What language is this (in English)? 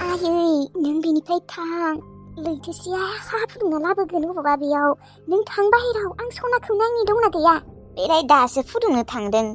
Bodo